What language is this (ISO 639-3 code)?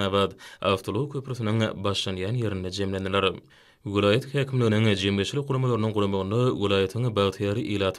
tuk